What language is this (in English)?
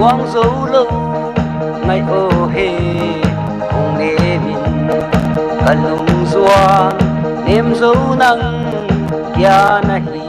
Paite Chin